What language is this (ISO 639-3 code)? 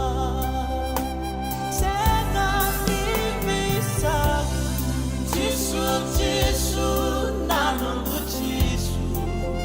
fij